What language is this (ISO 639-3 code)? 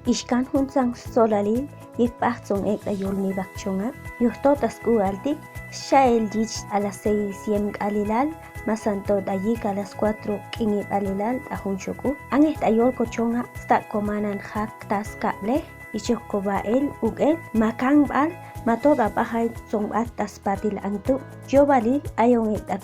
cac